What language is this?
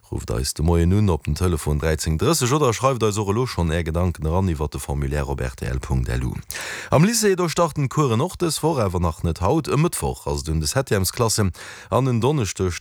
Luxembourgish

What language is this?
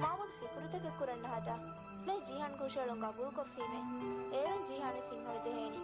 Divehi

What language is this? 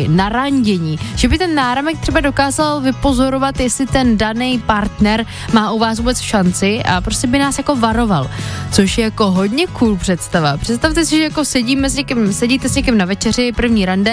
Czech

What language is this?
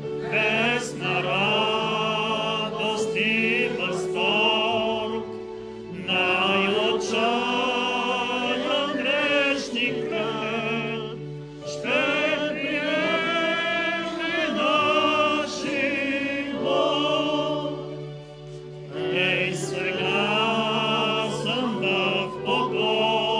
Bulgarian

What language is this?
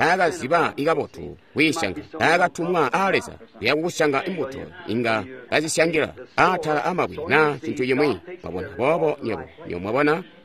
Tonga (Zambia)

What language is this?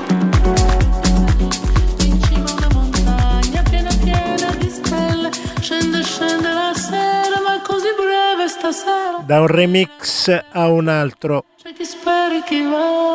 Italian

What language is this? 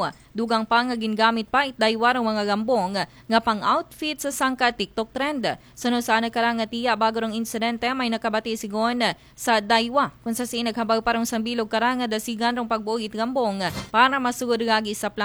Aklanon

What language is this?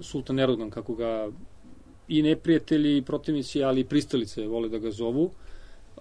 Serbian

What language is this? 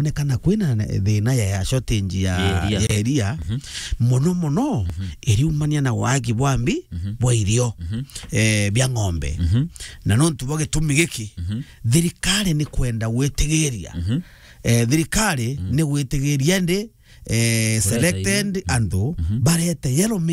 Meru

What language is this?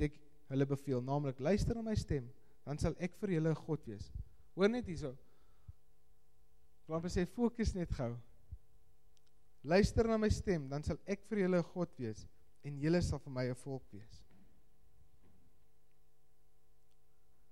Afrikaans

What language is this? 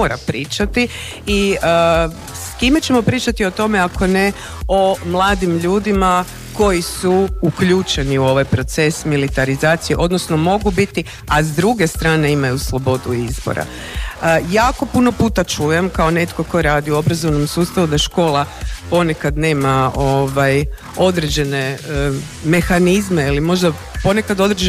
Croatian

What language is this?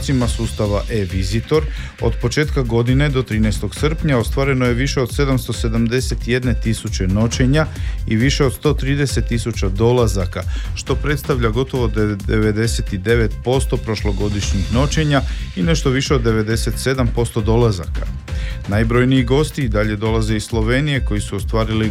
Croatian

